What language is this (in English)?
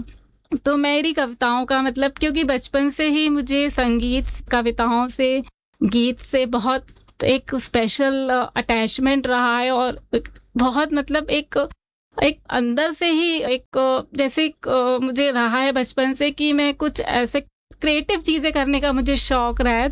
Hindi